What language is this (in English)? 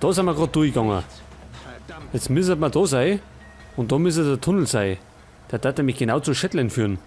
Bavarian